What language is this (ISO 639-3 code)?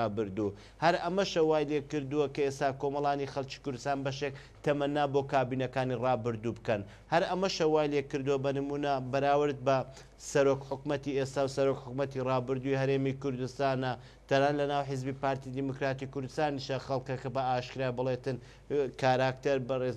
ckb